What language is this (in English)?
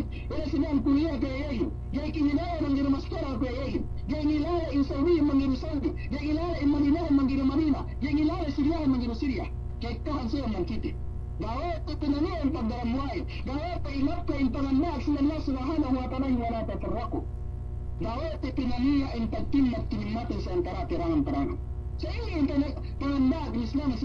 Yakan